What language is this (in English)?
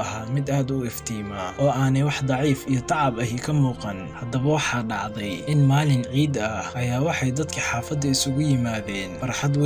Somali